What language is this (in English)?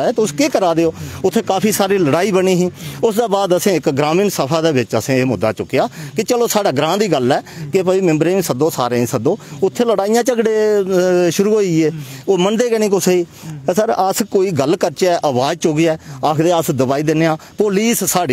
Dogri